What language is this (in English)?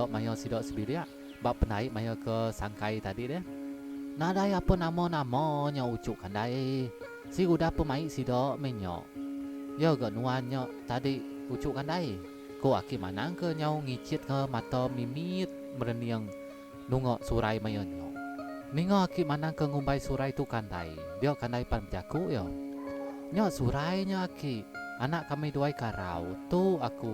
Iban